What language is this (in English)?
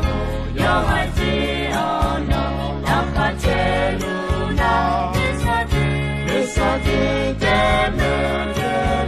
Akha